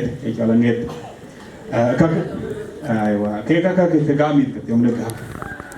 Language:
Dinka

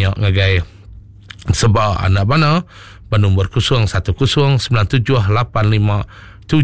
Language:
Iban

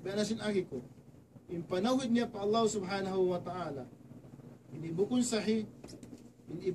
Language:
Tausug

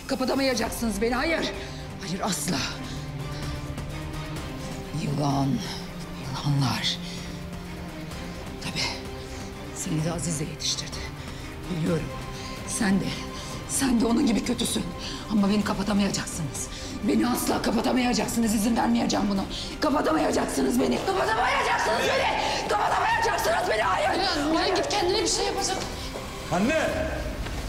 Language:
Turkish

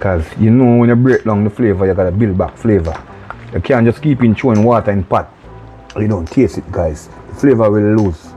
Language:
Jamaican Creole English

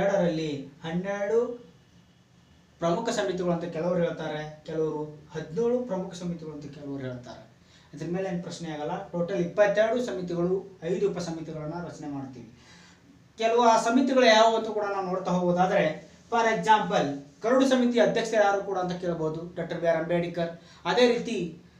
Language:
Kannada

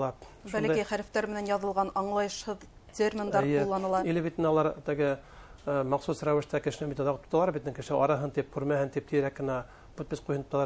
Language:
Bashkir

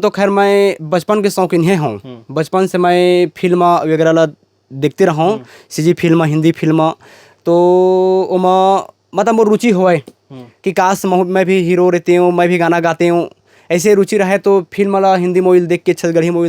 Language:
Chhattisgarhi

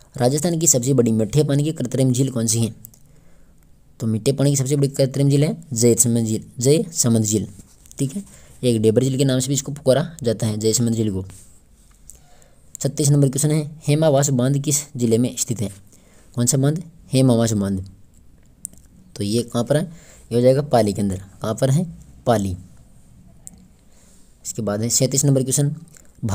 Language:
Hindi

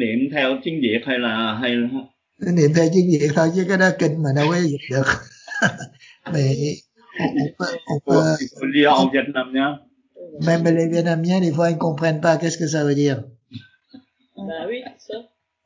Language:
Vietnamese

